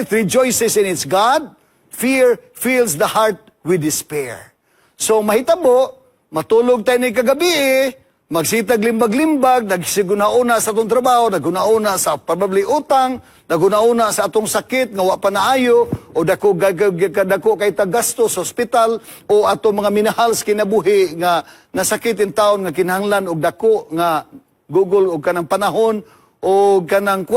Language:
Cebuano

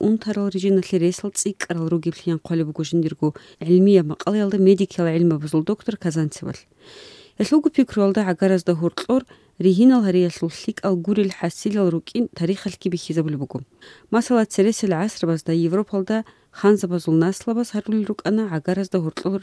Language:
Avaric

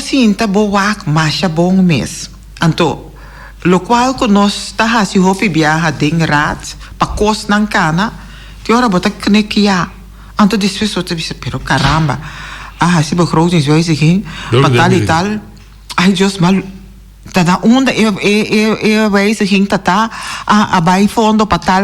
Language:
Papiamento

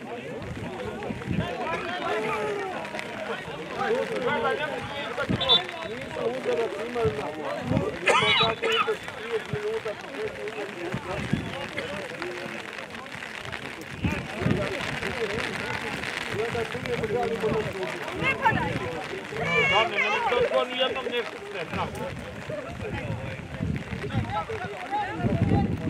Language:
Serbian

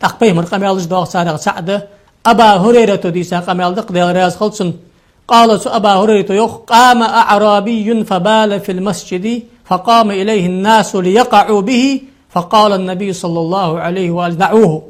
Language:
Ingush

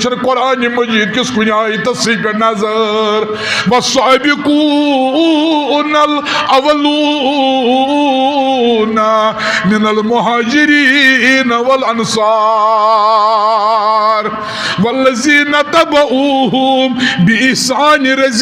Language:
Kashmiri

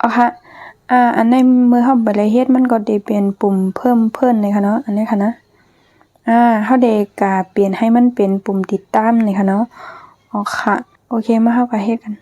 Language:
Shan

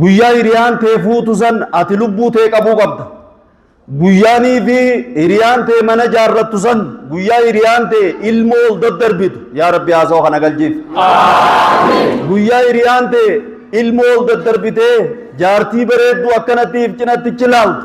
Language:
Oromo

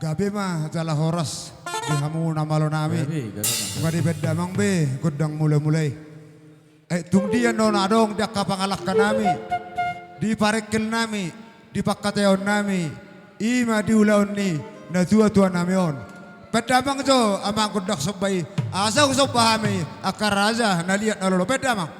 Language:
Batak Toba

